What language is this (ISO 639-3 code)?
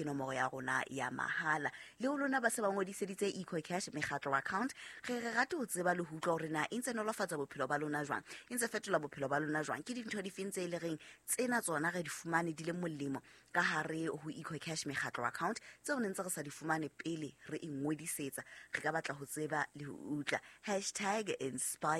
sot